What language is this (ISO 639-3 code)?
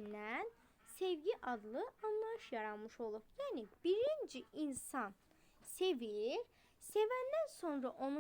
aze